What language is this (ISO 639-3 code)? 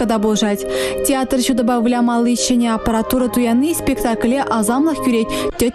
chv